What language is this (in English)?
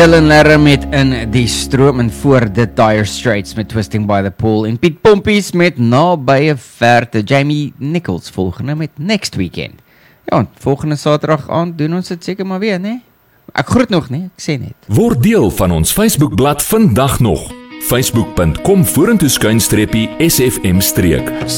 Afrikaans